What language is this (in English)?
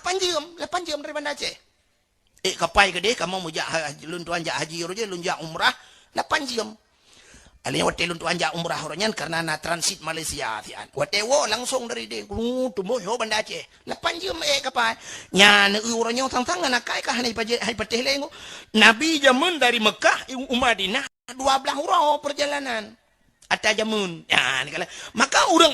Achinese